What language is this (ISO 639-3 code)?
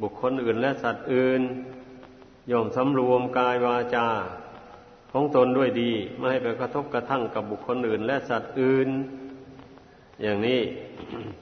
tha